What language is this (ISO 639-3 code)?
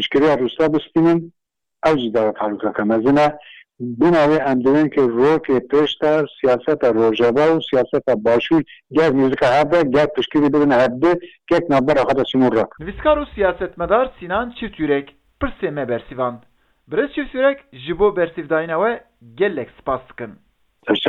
kur